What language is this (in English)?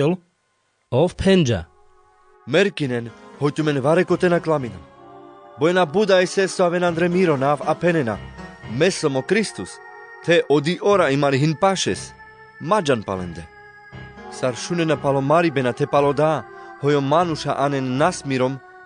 Carpathian Romani